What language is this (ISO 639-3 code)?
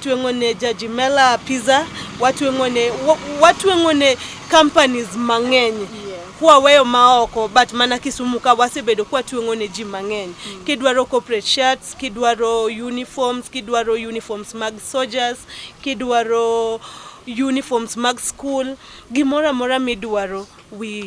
luo